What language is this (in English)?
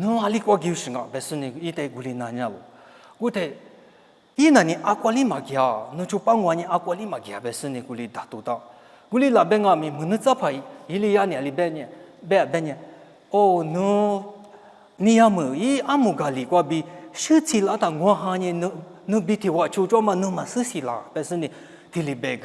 Lisu